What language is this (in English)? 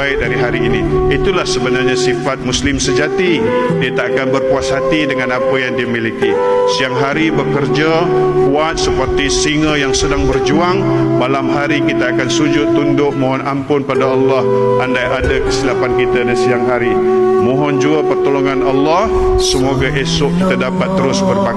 Malay